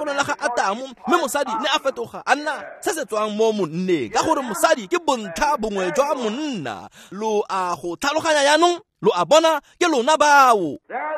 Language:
Tswana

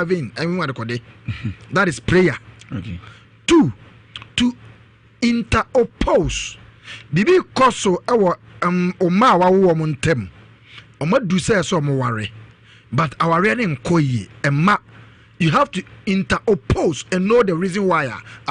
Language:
Akan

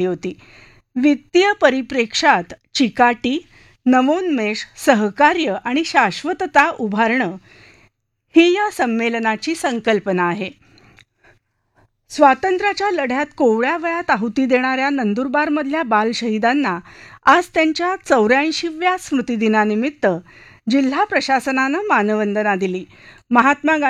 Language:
Marathi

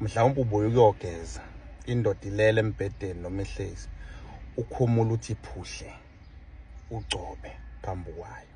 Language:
Zulu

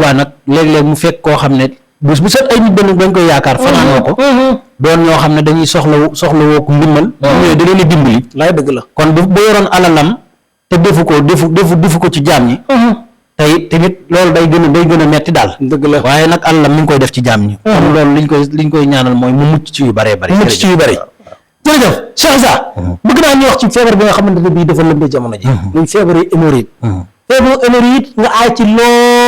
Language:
Wolof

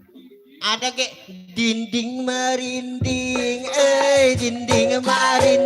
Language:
Betawi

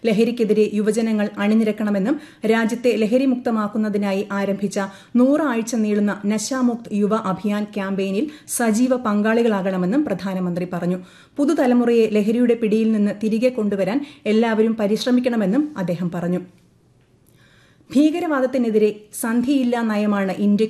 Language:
Malayalam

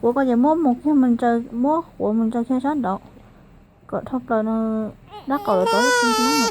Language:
Hmong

